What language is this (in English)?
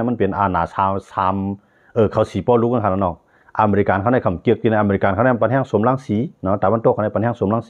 Shan